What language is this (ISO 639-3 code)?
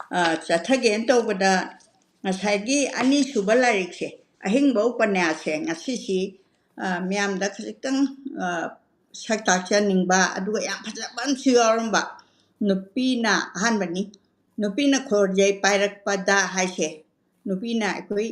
mni